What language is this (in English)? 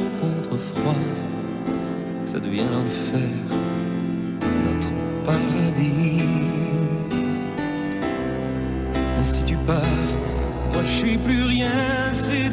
French